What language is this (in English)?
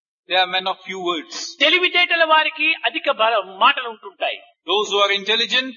Telugu